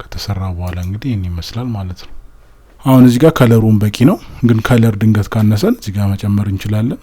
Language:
Amharic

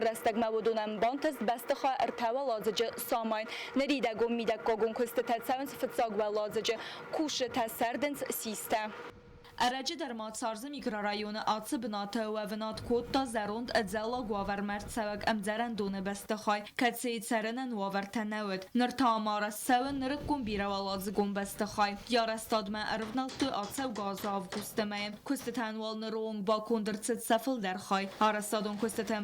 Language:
Ossetic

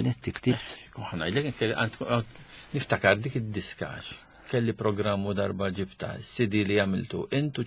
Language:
Maltese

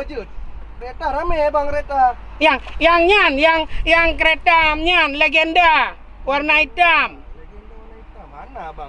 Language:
Achinese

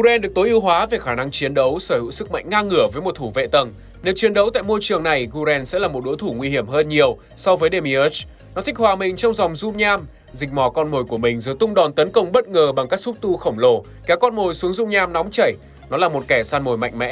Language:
Vietnamese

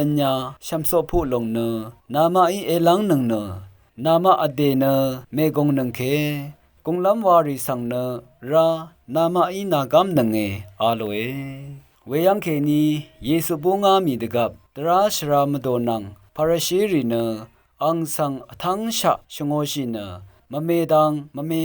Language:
Rawang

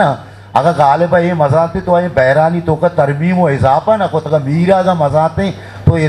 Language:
Eastern Balochi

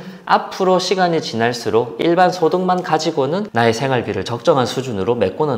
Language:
Korean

